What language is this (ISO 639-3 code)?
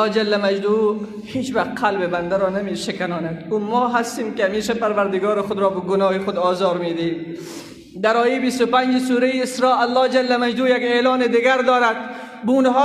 fas